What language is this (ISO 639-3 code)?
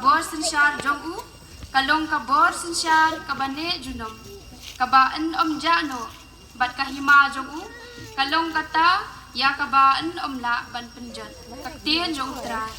kha